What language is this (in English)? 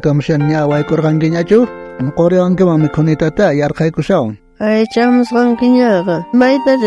South Bolivian Quechua